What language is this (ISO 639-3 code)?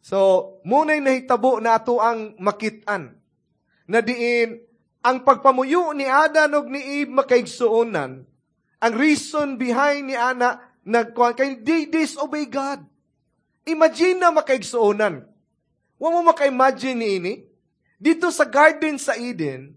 ceb